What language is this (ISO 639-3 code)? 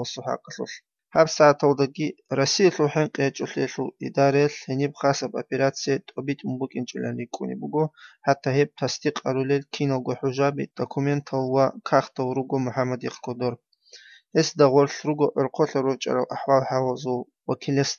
ava